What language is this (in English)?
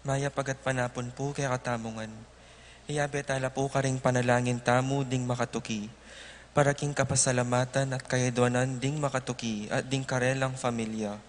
Pampanga